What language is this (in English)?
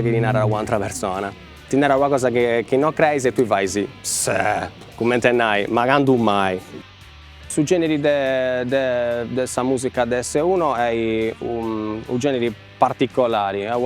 Sardinian